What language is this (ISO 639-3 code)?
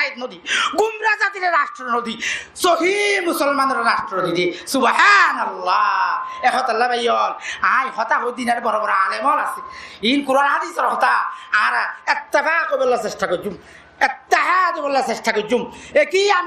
rhg